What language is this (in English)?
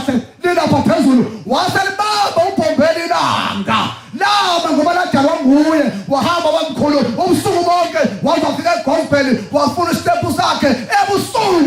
Zulu